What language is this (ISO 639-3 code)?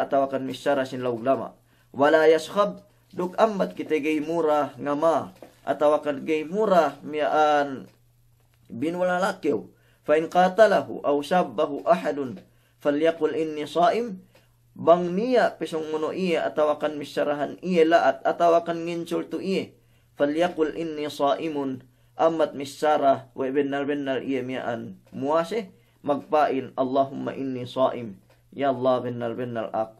yka